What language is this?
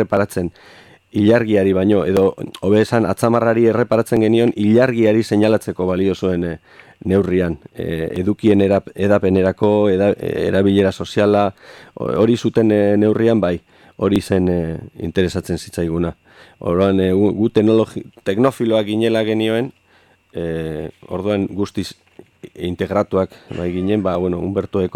Basque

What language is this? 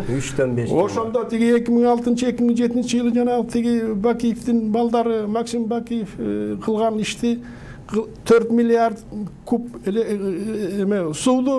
Kyrgyz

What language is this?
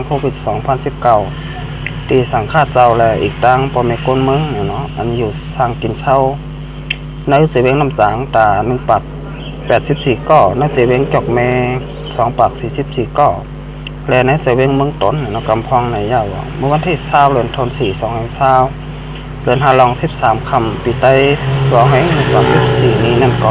Shan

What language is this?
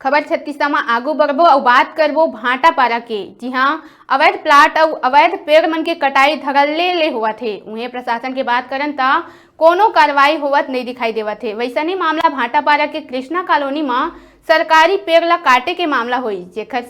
Chhattisgarhi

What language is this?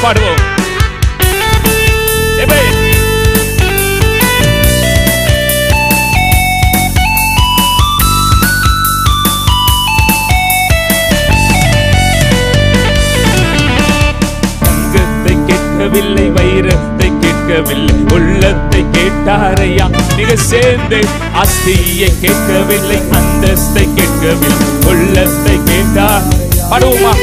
Tamil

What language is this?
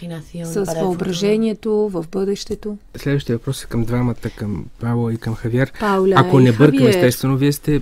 Bulgarian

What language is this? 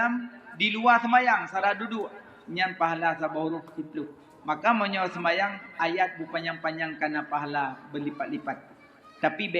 Achinese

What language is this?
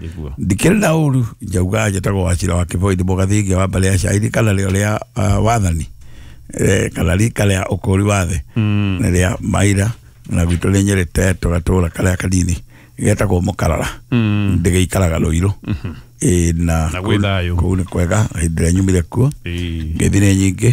Kikuyu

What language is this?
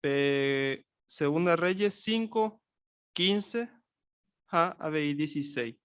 Guarani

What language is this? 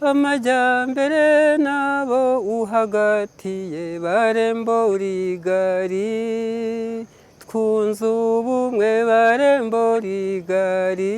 Kinyarwanda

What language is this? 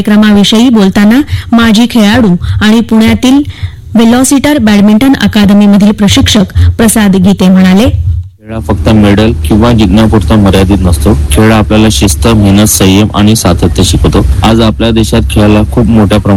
Marathi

